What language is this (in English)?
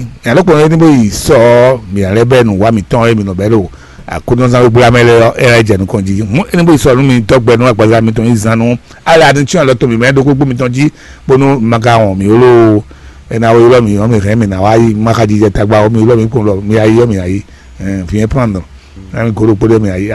Fon